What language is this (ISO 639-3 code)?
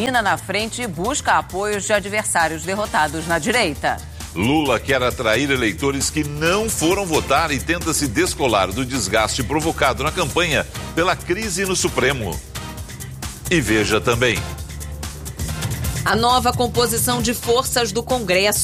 por